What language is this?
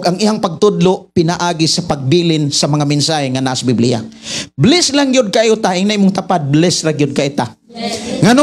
Cebuano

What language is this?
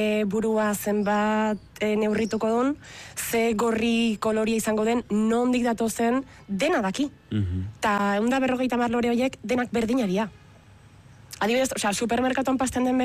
Basque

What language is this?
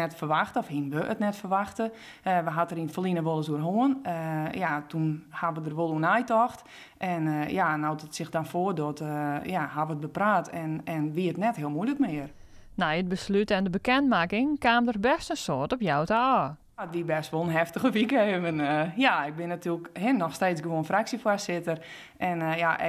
Western Frisian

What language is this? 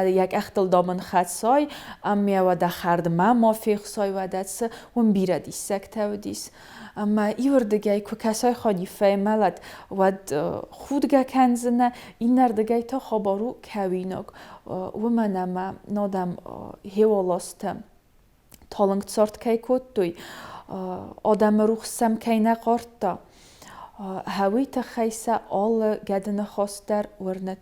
Ossetic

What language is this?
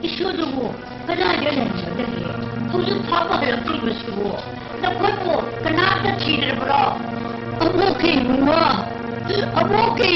Manipuri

